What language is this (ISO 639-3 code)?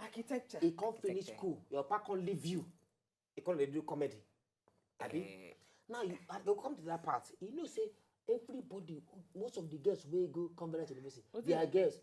pcm